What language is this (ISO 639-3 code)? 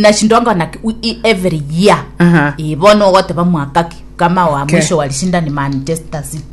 guz